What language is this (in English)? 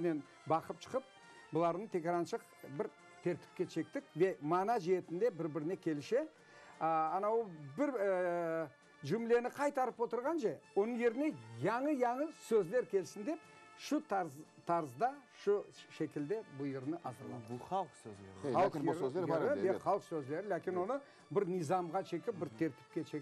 Crimean Tatar